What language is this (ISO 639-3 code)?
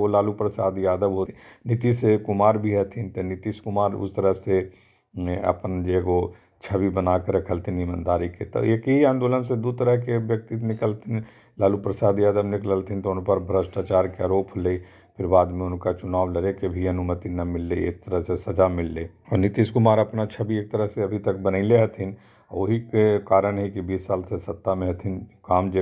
mag